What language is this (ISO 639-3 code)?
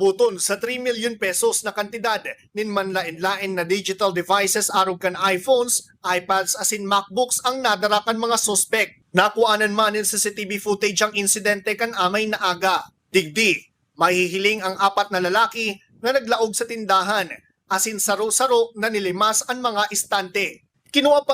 bik